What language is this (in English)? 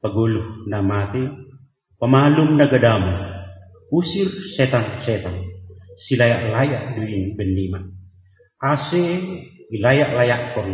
Batak Simalungun